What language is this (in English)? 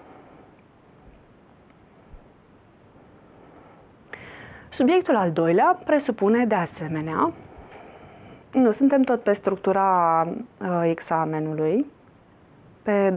Romanian